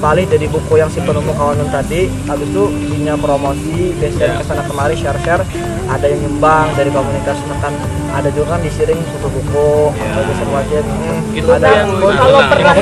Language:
Banjar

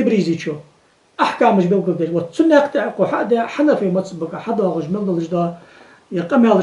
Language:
Ingush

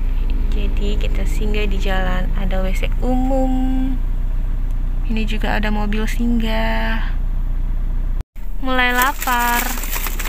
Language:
Indonesian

